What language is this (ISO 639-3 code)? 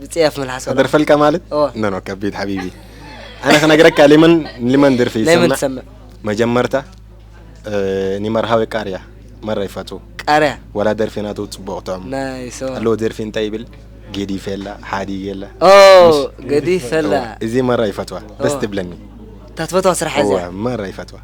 apd